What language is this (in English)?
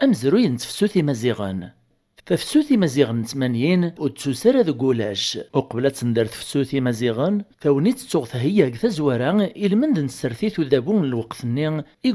Kabyle